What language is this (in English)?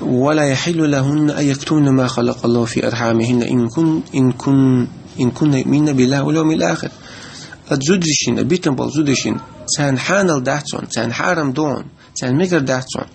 Chechen